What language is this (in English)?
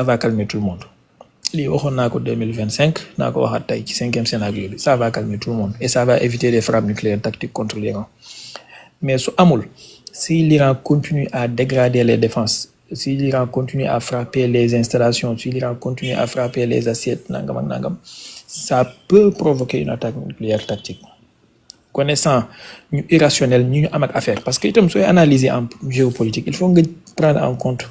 Wolof